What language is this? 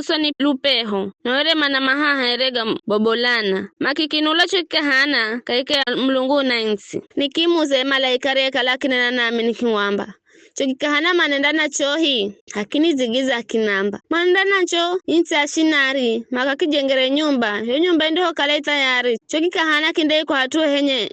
Giryama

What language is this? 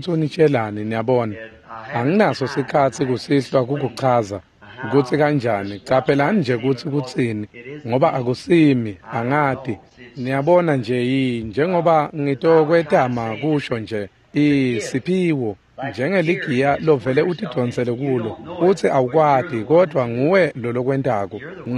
Swati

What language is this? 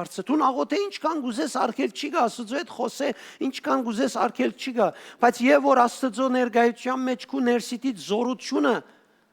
Western Armenian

